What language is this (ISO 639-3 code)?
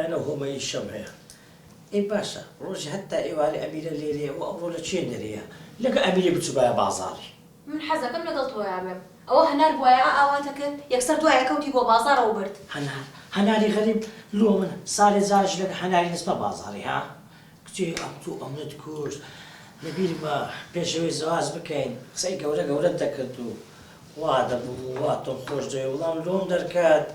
ckb